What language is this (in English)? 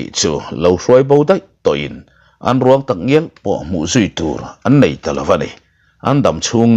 Mizo